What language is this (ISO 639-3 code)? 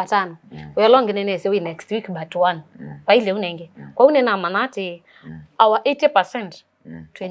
kam